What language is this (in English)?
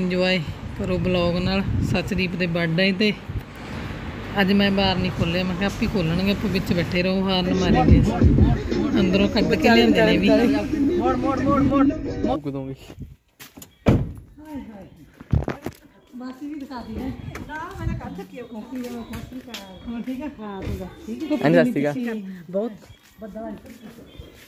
Punjabi